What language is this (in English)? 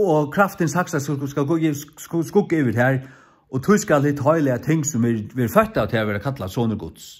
Faroese